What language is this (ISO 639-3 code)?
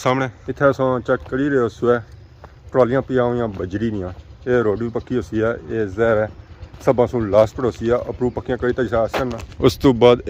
phr